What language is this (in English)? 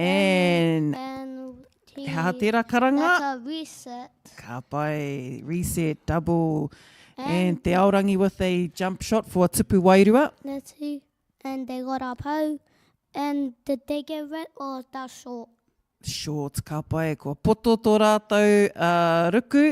Māori